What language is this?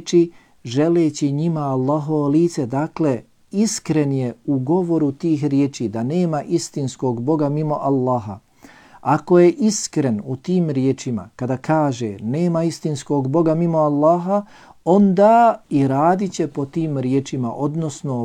Bosnian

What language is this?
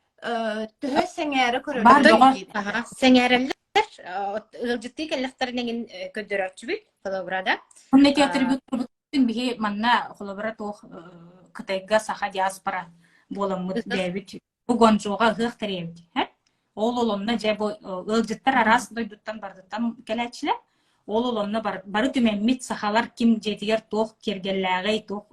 Yakut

